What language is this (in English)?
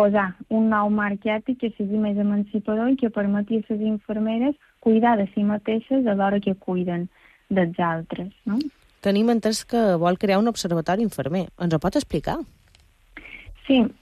Catalan